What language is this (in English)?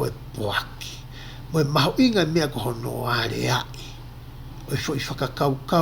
Tongan